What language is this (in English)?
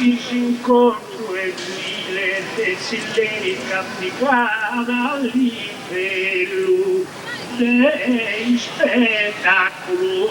Sardinian